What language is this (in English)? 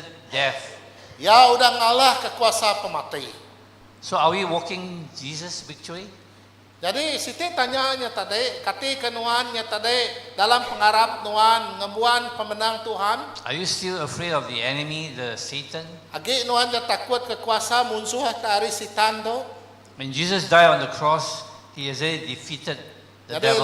Iban